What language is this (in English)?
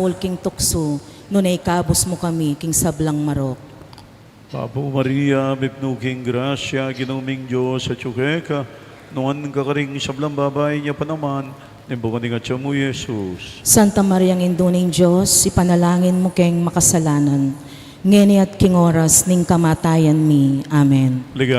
Pampanga